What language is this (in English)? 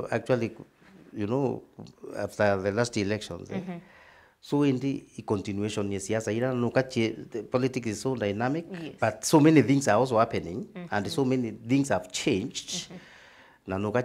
Meru